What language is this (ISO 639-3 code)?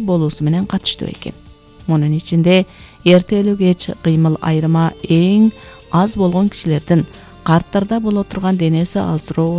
kir